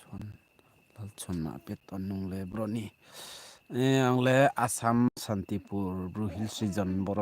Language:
Riang (India)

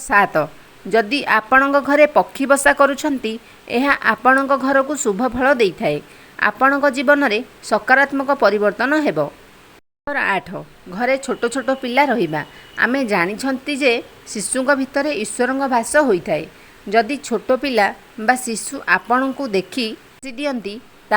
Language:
Odia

